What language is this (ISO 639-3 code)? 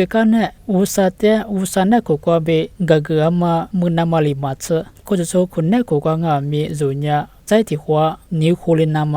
lis